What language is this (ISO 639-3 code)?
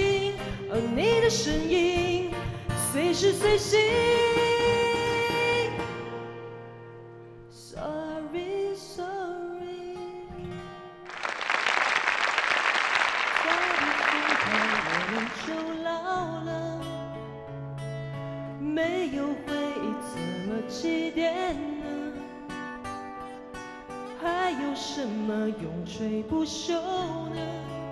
zho